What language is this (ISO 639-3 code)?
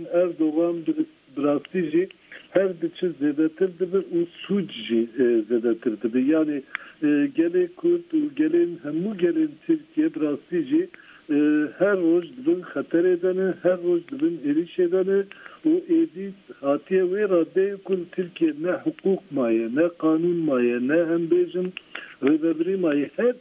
ckb